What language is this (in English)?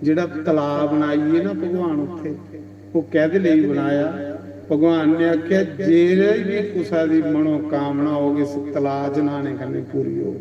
Dogri